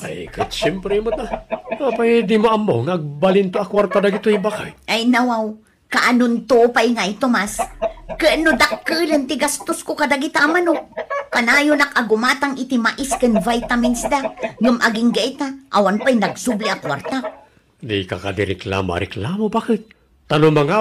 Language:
Iloko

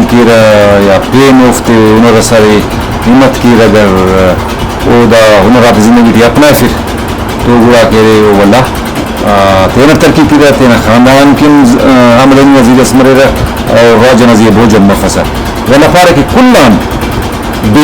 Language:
Brahui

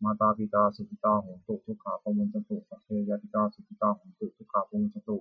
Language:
Pali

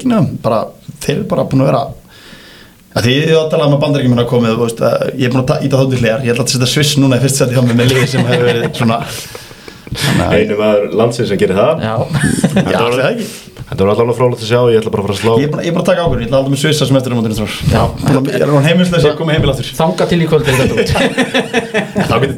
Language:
Icelandic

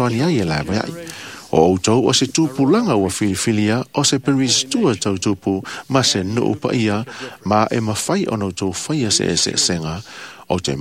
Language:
Samoan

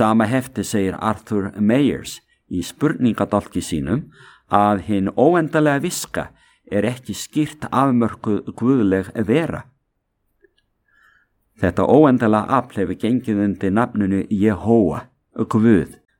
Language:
Icelandic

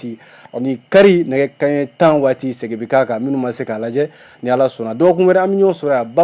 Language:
Bambara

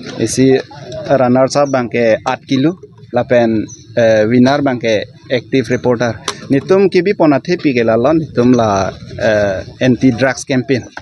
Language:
Karbi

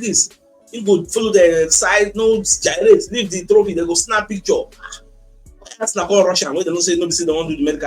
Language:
Nigerian Pidgin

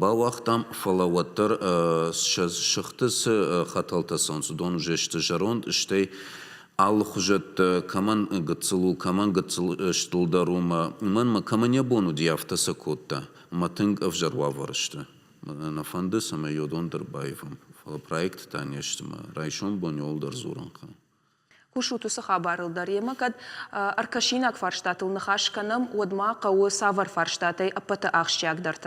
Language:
Ossetic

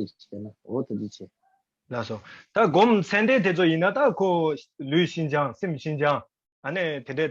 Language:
Tibetan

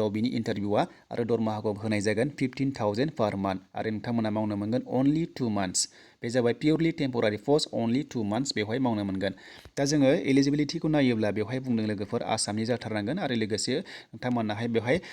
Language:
Bodo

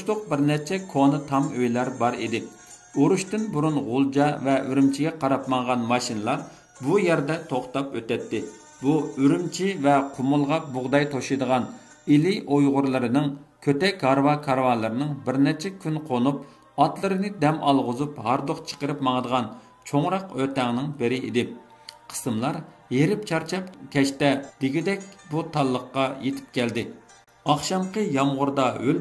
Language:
Uyghur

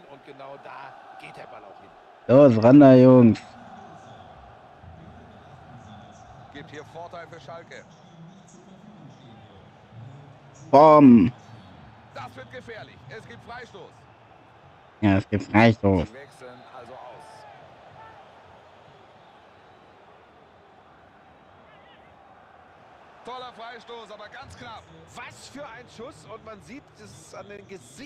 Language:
German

